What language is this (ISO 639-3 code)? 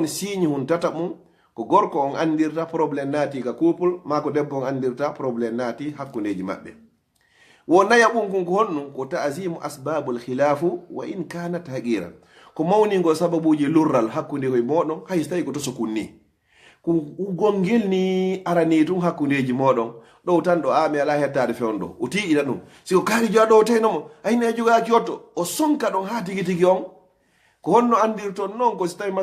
ful